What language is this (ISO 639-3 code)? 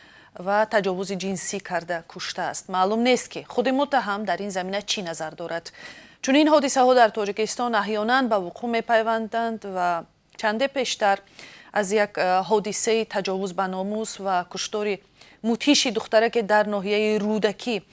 tgk